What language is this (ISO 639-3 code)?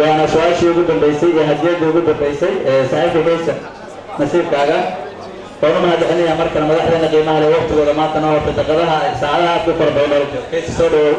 som